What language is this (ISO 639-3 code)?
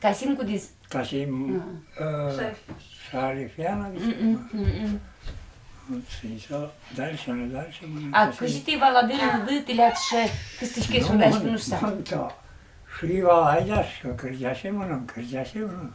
udm